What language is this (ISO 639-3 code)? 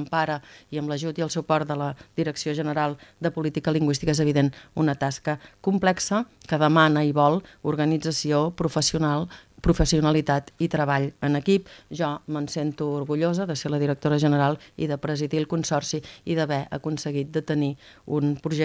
cat